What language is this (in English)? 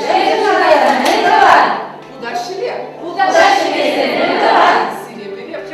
Chuvash